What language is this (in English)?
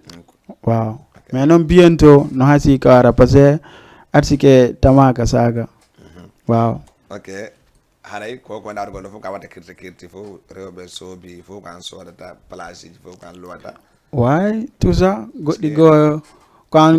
Fula